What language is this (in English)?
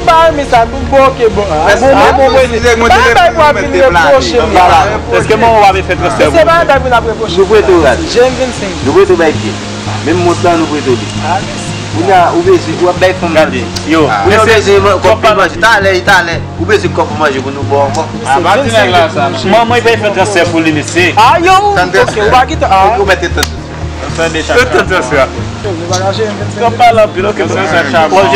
Haitian Creole